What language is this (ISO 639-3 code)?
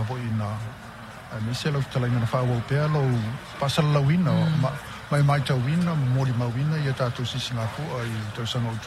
smo